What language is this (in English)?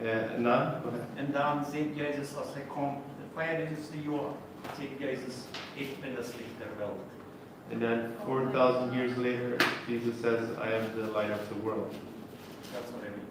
Plautdietsch